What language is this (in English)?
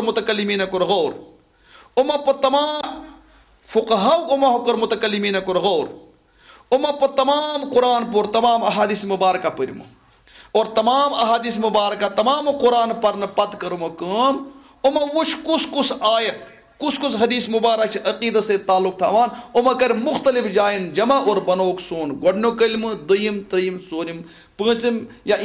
Kashmiri